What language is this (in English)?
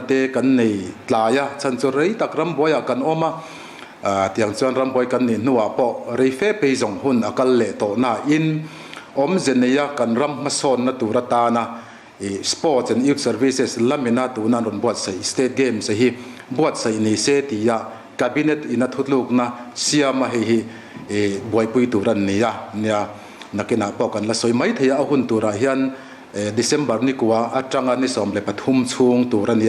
Mizo